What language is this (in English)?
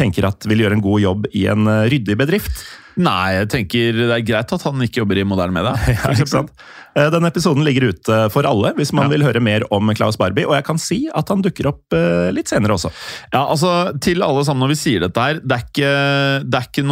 Norwegian